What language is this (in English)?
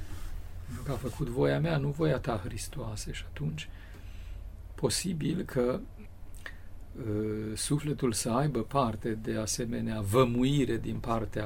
Romanian